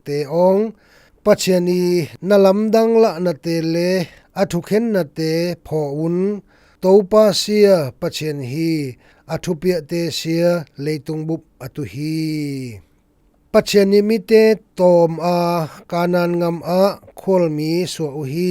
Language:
Zou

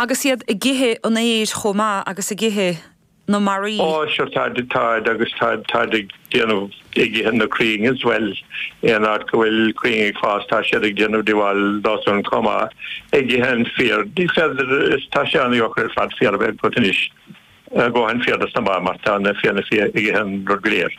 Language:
Irish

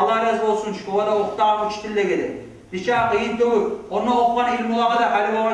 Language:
Kumyk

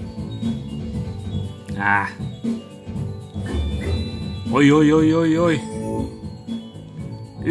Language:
Finnish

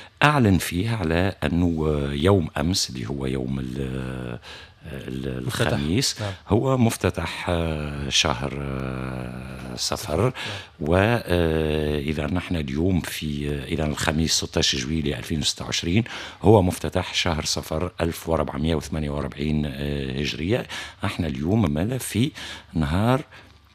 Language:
Tunisian Arabic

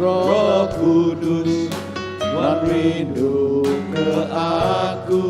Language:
Iban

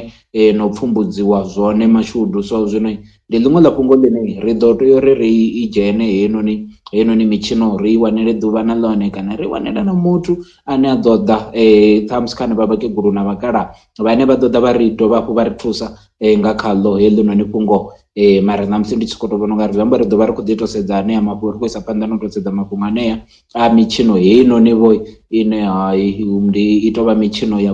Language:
Venda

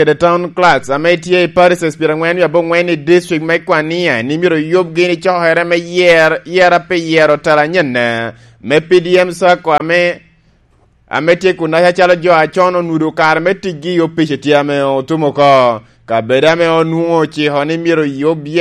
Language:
Lango (Uganda)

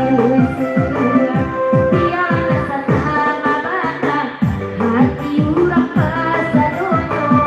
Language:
Minangkabau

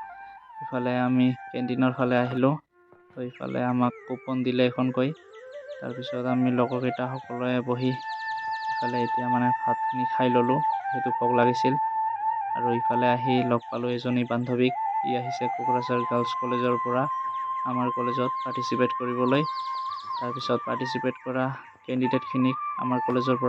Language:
Assamese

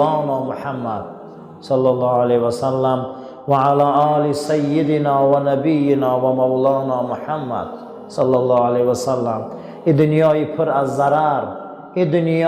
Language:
Tajik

